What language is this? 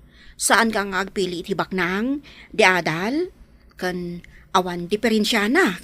Iloko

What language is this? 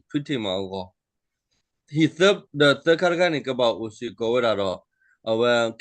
S'gaw Karen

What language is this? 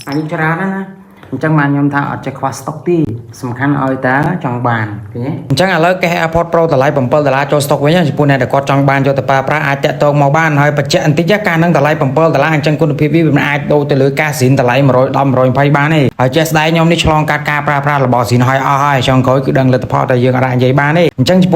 Khmer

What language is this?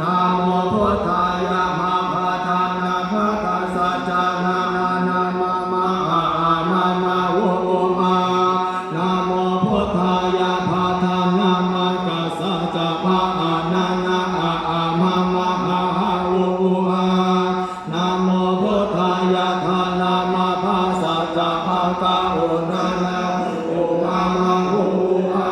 Pali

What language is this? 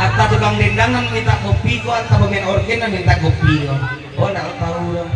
Minangkabau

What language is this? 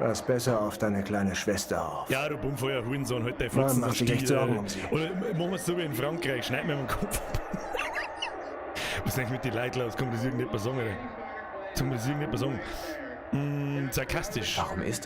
Bavarian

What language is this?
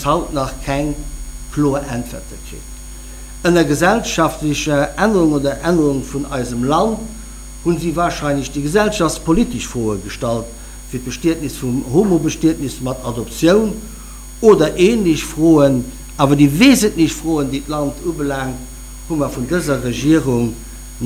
Luxembourgish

